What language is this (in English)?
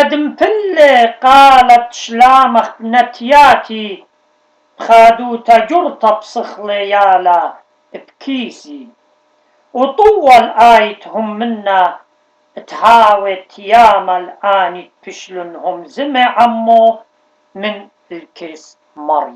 Assyrian Neo-Aramaic